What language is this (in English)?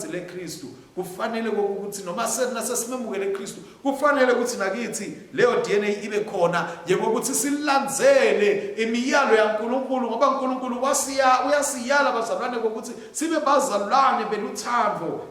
Swati